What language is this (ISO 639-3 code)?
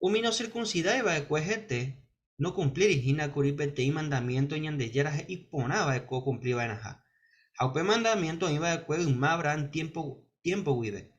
grn